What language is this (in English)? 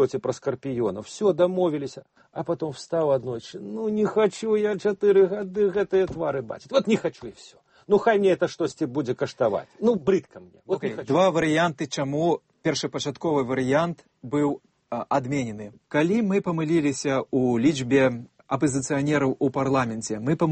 Belarusian